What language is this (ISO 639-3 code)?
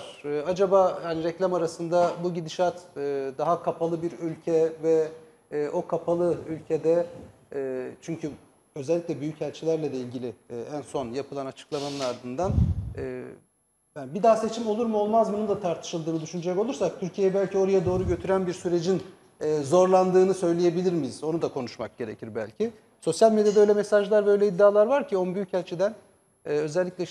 tur